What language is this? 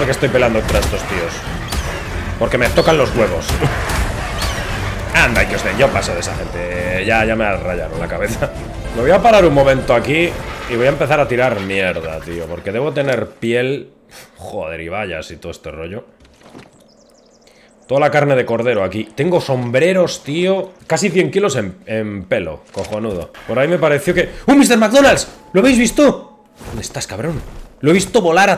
Spanish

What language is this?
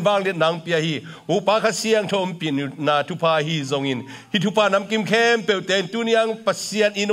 Tedim Chin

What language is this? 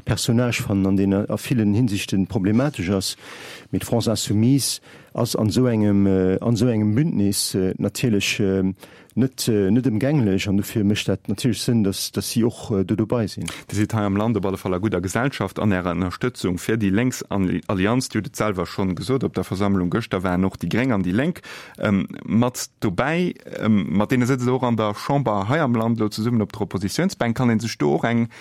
Luxembourgish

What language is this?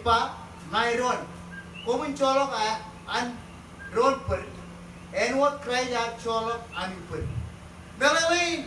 Marshallese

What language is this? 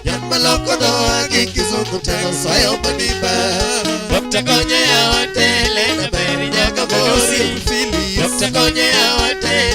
Luo (Kenya and Tanzania)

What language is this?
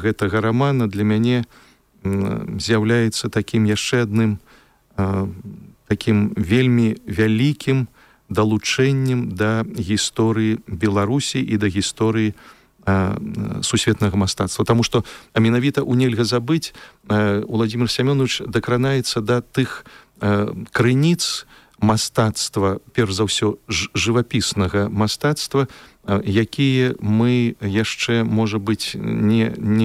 Belarusian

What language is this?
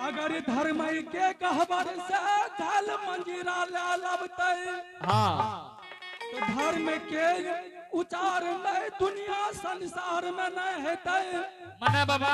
Angika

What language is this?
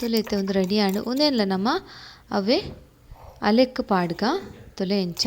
Tulu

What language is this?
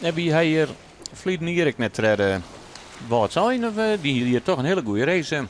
Western Frisian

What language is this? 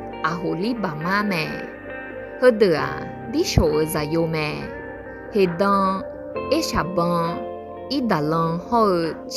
Akha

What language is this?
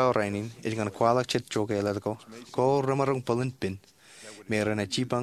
Marshallese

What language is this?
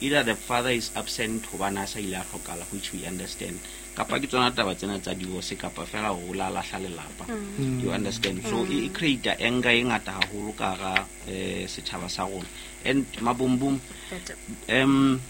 Southern Sotho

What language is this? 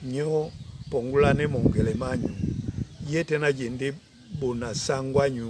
Duala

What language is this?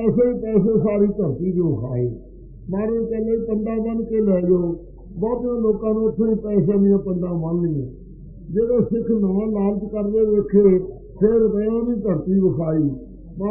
Punjabi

